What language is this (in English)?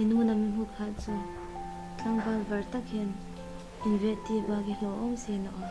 Hmar